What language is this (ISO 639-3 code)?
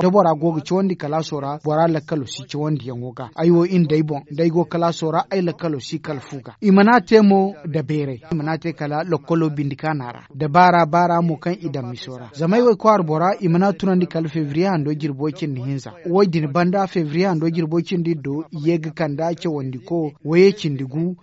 dje